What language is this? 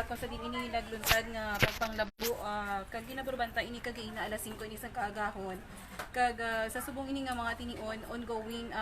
Hiligaynon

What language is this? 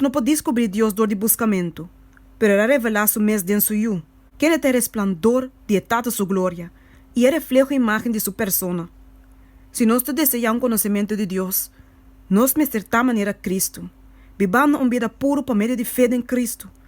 Papiamento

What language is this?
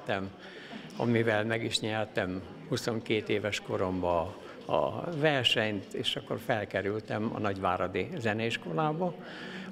Hungarian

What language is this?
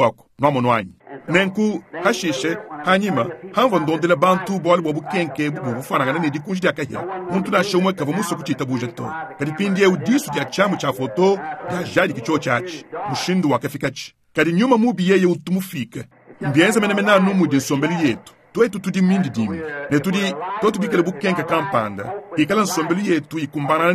Luba-Lulua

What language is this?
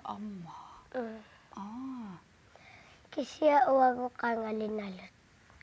Kalaallisut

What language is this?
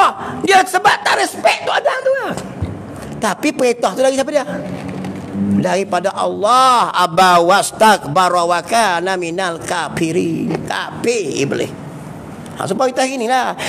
Malay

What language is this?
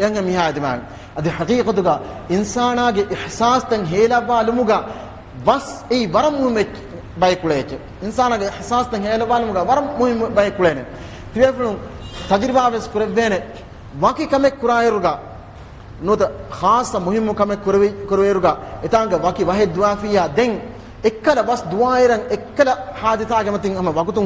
Divehi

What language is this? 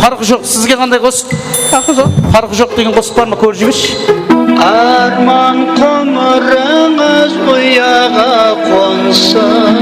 Kara-Kalpak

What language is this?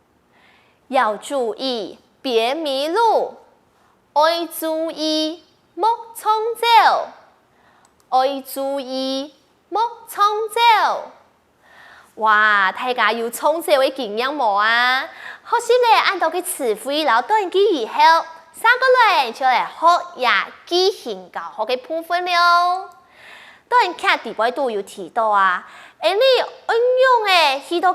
Hakka Chinese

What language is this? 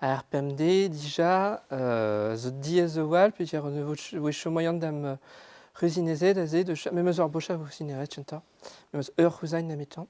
Breton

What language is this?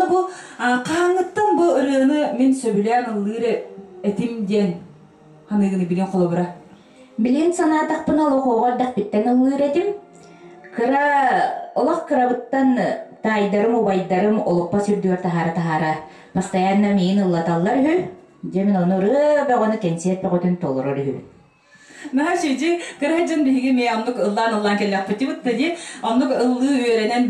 Yakut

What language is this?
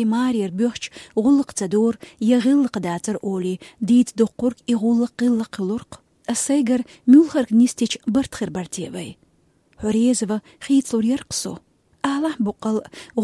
Chechen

